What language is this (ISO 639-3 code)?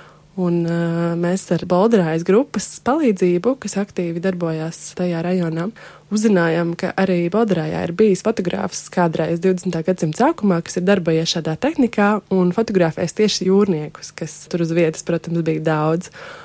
lav